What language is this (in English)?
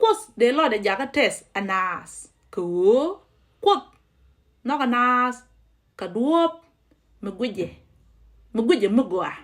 Nuer